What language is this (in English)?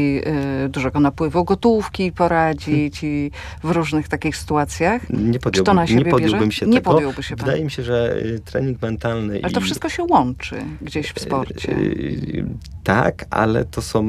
Polish